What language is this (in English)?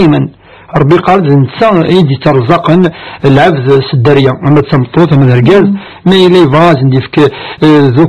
Kabyle